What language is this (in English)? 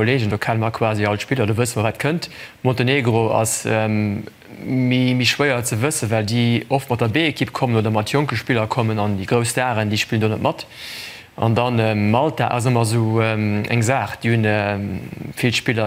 Luxembourgish